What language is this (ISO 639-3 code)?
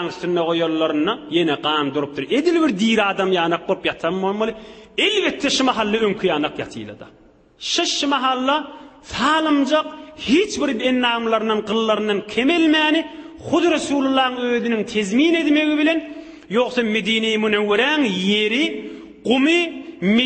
tuk